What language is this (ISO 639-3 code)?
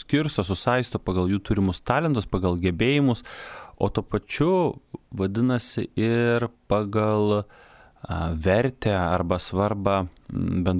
lit